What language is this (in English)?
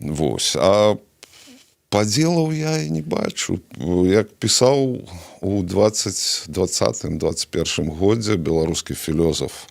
Belarusian